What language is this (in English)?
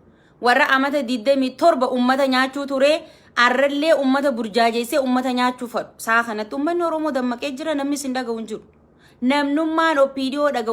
Oromo